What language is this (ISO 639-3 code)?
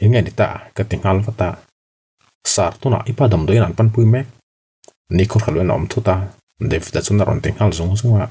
lus